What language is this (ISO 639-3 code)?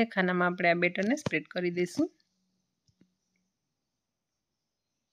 guj